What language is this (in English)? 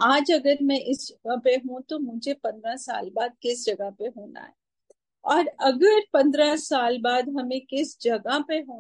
Hindi